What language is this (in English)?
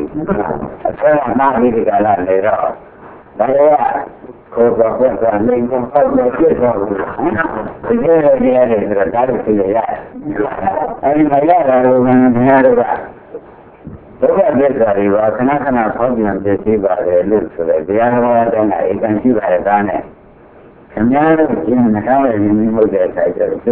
Burmese